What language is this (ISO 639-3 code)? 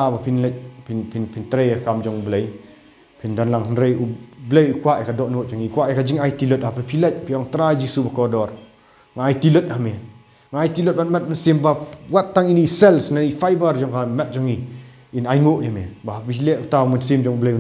kha